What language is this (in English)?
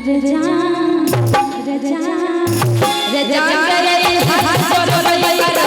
Maithili